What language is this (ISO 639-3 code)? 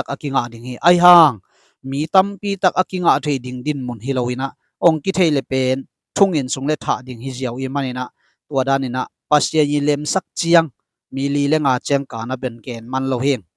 ctd